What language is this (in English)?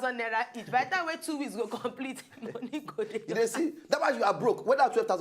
Nigerian Pidgin